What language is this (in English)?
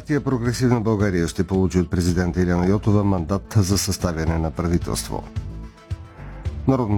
Bulgarian